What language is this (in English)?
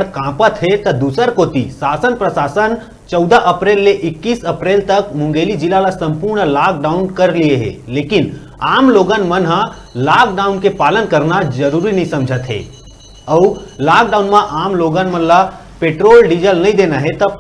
Chhattisgarhi